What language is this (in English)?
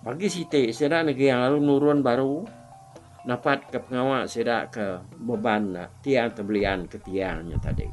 Iban